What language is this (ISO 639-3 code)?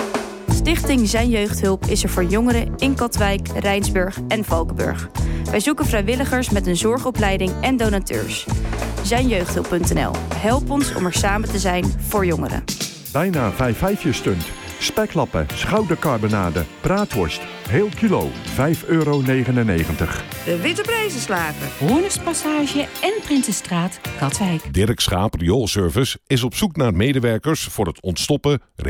nld